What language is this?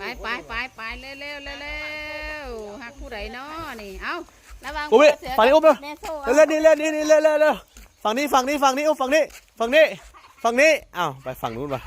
Northeastern Thai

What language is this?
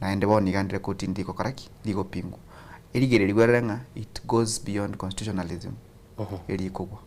Gusii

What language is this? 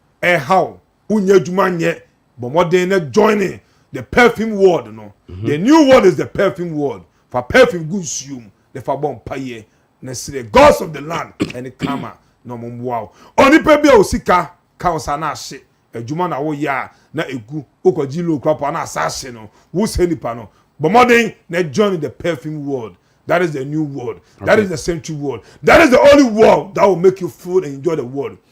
Akan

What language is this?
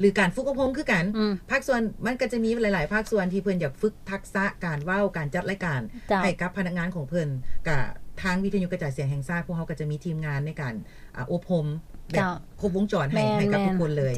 Lao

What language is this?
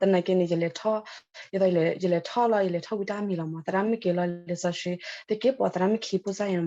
S'gaw Karen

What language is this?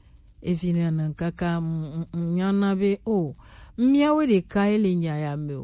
Gen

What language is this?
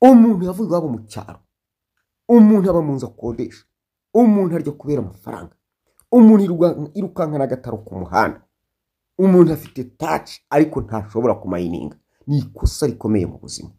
Kinyarwanda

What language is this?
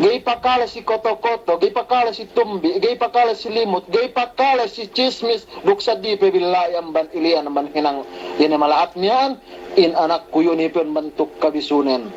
Yakan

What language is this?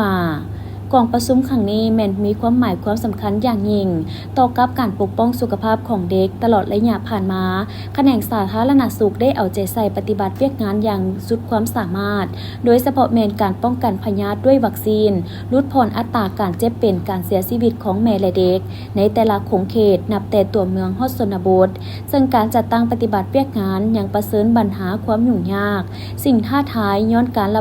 Lao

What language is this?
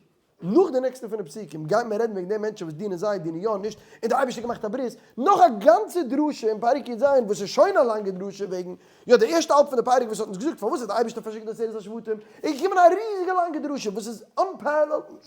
Yiddish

